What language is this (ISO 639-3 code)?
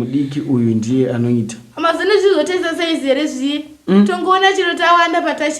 sna